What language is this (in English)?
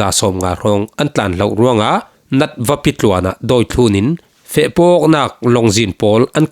Falam Chin